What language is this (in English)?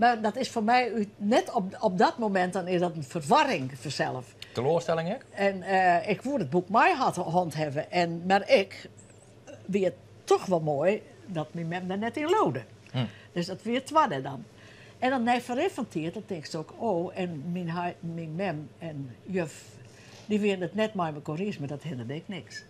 Western Frisian